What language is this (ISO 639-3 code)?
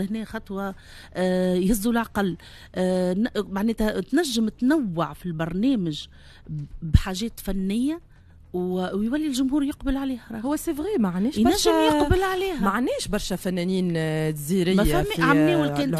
aeb